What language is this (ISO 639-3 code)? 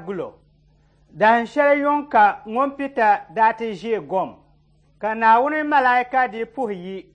dag